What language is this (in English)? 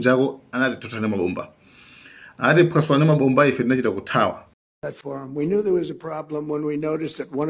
Nyanja